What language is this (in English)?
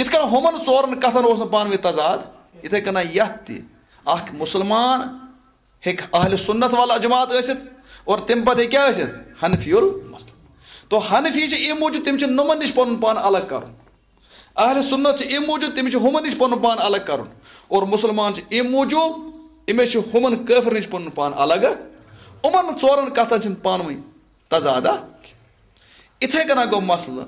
Kashmiri